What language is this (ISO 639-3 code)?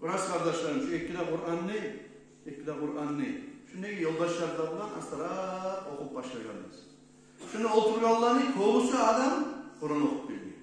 kum